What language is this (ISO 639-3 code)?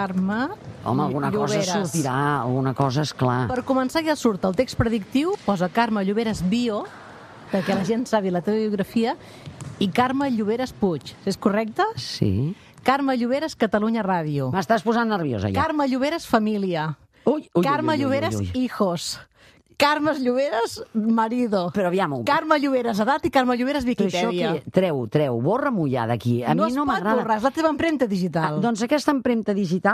cat